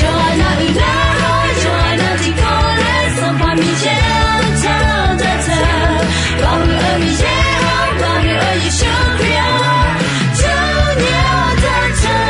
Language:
Akha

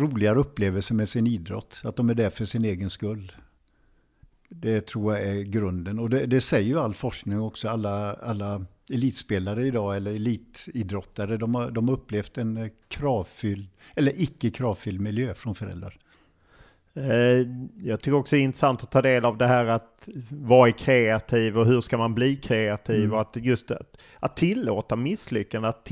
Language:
Swedish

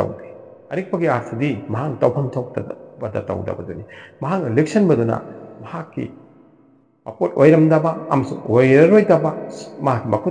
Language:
Manipuri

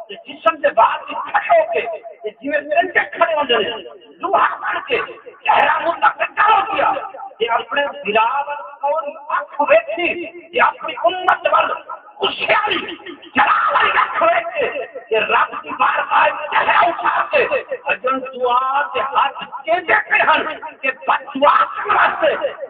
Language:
Saraiki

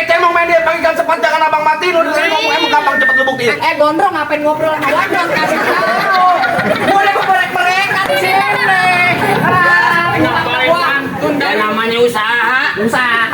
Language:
Betawi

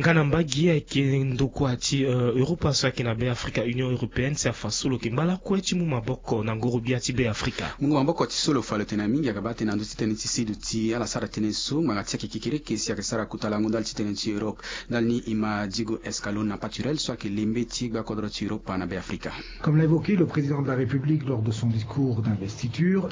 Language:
Sango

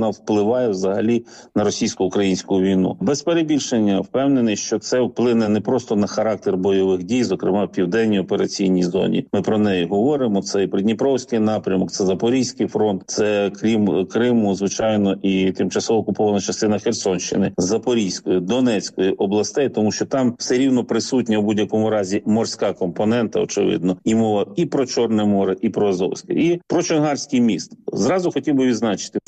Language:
Ukrainian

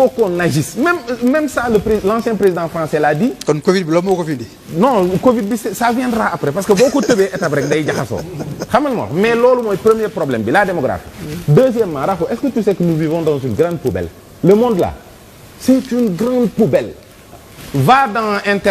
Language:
Wolof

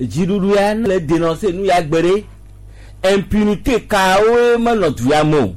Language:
Gen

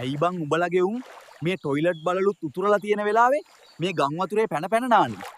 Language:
Sinhala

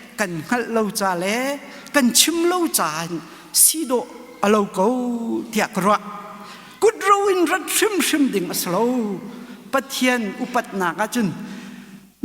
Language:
Hakha Chin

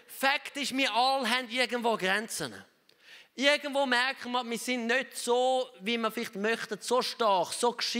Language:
Swiss German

